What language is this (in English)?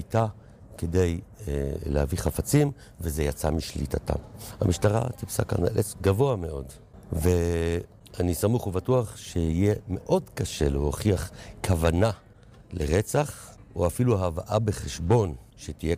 Hebrew